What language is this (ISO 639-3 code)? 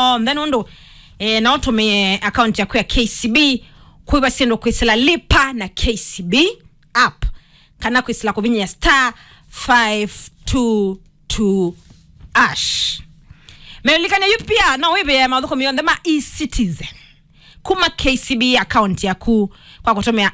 kam